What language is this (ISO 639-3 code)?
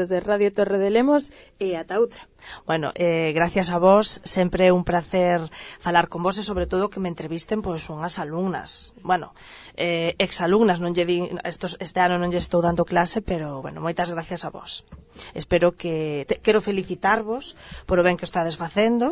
glg